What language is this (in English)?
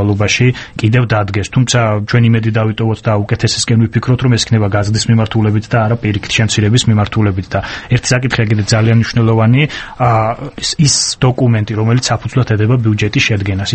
Georgian